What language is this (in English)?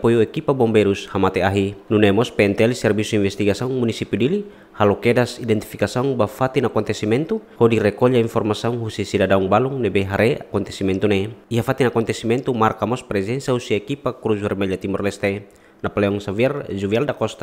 Tetum